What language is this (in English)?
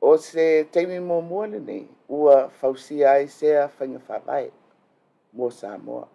Samoan